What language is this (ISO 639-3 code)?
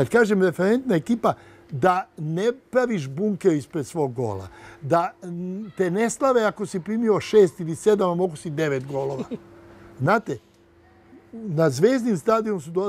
srp